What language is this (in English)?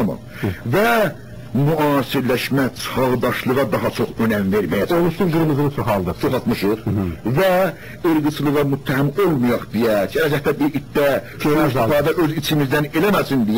South Azerbaijani